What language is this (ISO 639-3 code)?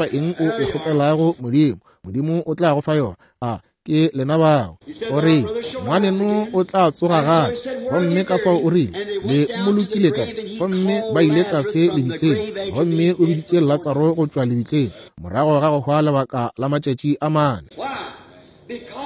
nso